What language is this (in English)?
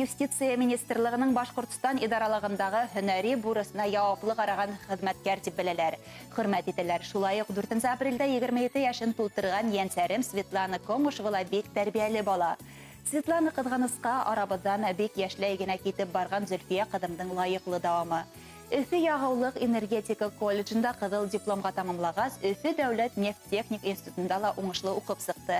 Bashkir